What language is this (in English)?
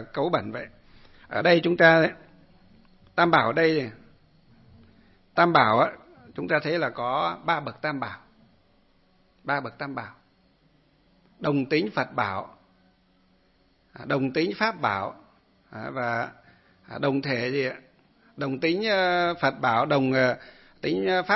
Vietnamese